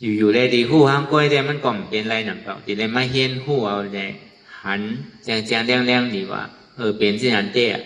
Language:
Shan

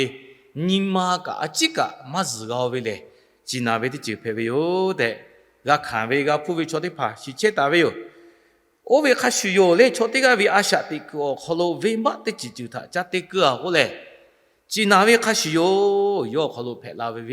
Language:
Lahu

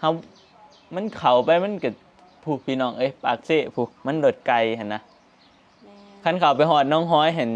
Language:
Northeastern Thai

